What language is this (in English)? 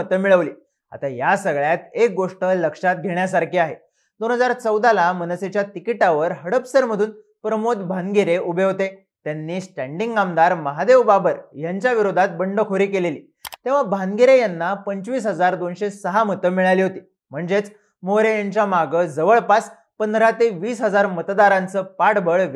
Marathi